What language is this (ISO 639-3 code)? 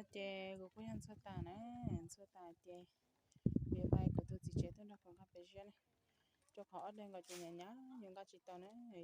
hmn